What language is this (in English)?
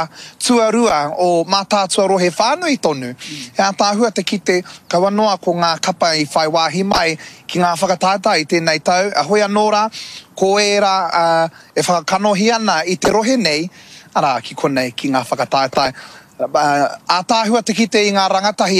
Māori